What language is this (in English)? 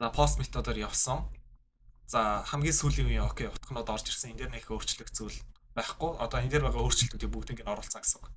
Mongolian